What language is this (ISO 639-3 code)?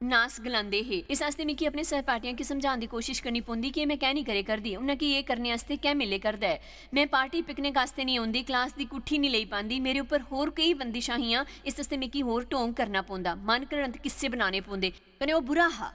doi